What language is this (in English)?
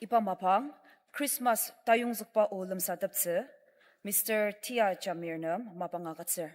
Ao Naga